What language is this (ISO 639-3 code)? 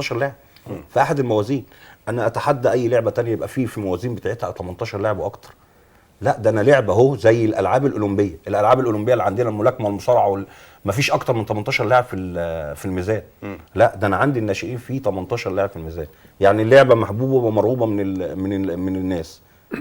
arz